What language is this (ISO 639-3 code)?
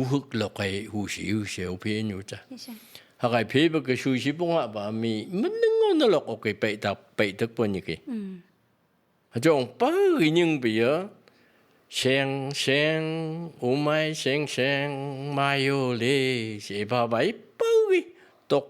nph